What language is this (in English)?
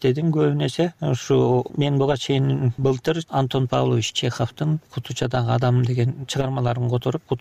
Kyrgyz